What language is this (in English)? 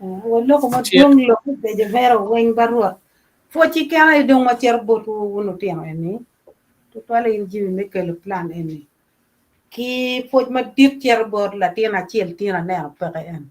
Acoli